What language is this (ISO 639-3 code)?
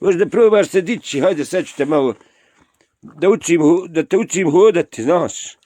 bos